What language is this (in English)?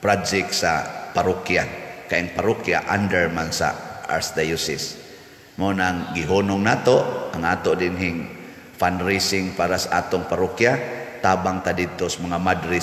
Cebuano